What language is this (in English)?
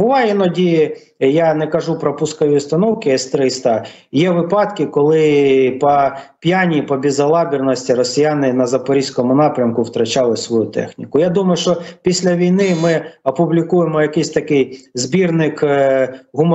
Ukrainian